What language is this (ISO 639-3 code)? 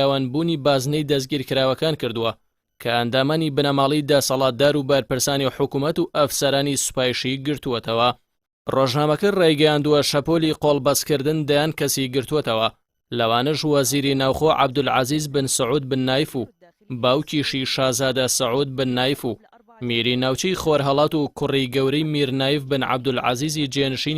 ckb